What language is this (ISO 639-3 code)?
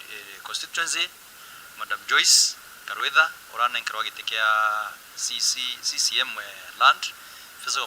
mer